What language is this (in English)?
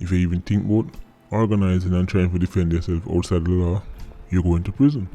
Jamaican Creole English